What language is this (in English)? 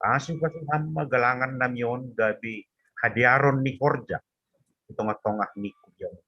Batak Simalungun